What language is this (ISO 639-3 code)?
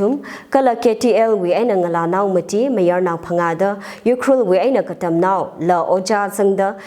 nmf